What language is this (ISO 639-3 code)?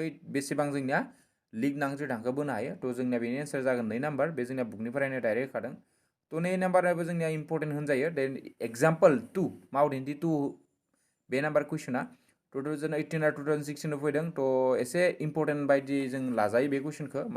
brx